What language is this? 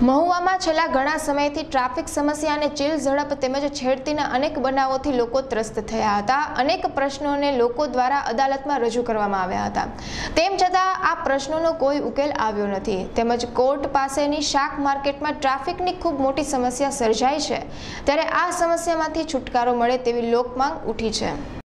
Gujarati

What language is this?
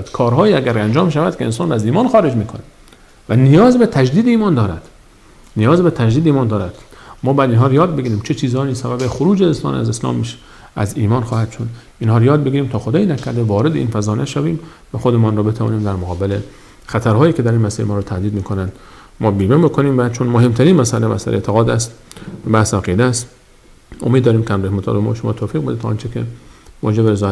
Persian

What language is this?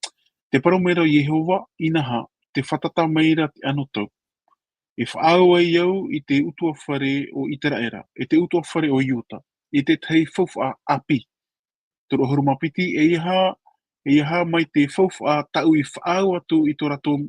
Tahitian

